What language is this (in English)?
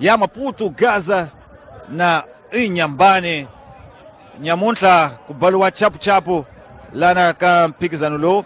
Tsonga